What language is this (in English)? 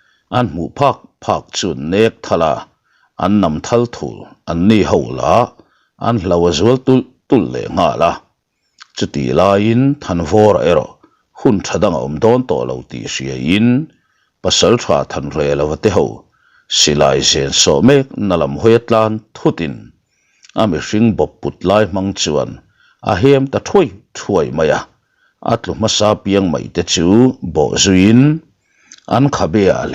Mizo